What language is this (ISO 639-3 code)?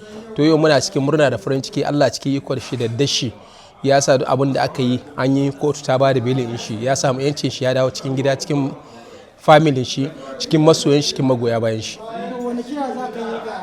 hau